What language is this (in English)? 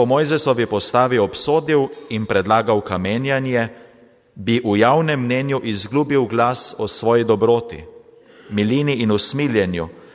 Slovenian